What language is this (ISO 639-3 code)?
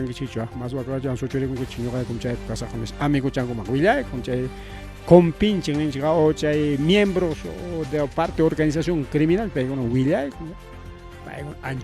quy